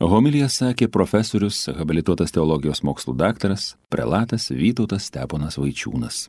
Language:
Lithuanian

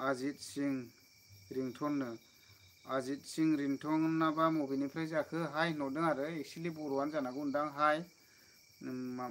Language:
Bodo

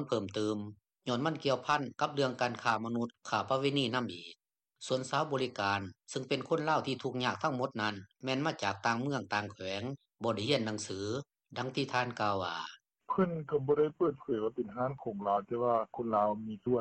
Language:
Lao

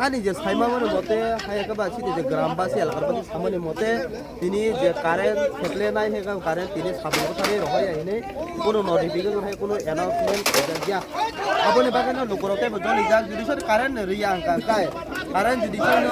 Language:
Kok Borok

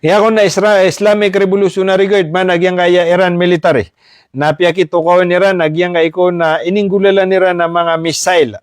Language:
Maranao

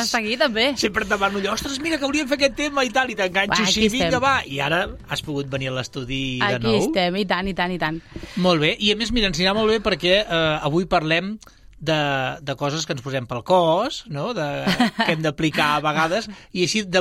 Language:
Catalan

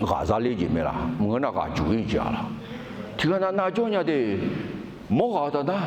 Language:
Akha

